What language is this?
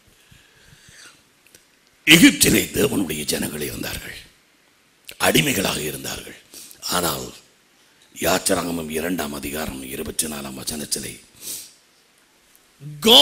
Tamil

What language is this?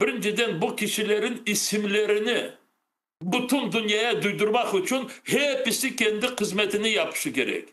Crimean Tatar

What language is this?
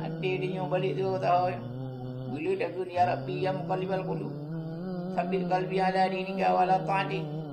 Achinese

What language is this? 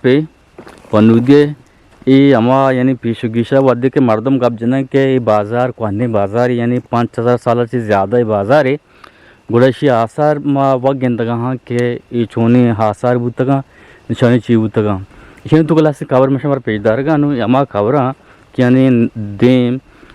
Eastern Balochi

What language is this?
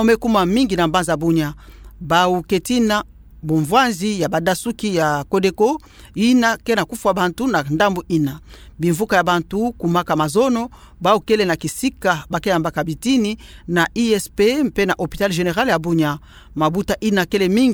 Kituba (Democratic Republic of Congo)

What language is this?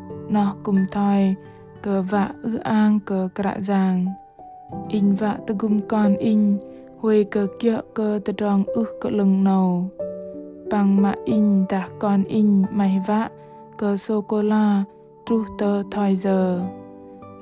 Bahnar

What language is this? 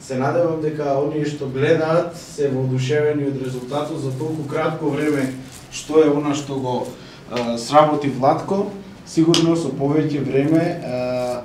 Macedonian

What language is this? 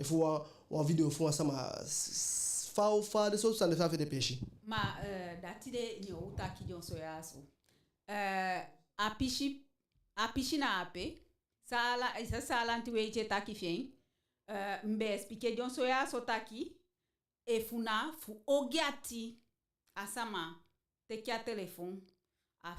Eastern Maroon Creole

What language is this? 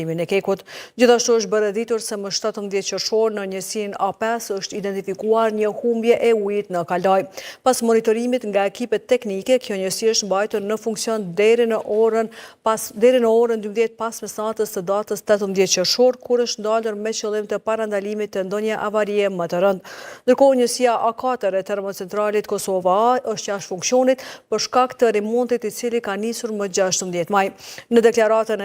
Albanian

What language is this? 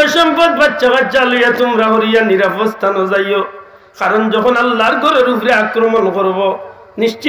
Sylheti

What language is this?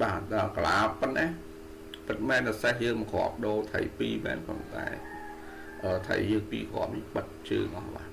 Khmer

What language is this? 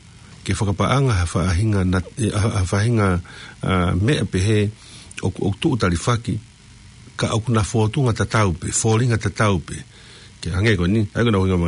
Tongan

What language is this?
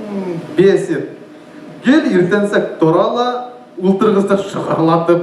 Bashkir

